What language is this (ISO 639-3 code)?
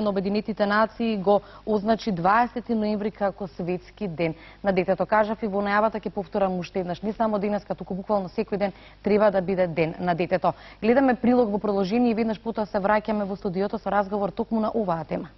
mkd